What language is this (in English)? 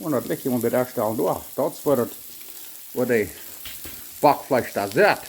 Plautdietsch